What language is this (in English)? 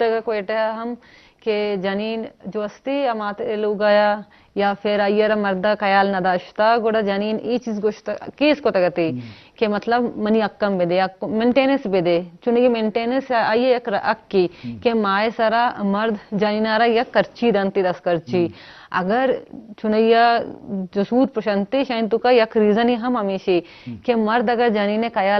Eastern Balochi